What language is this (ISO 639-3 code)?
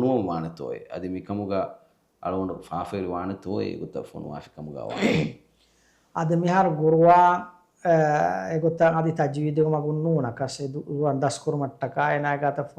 div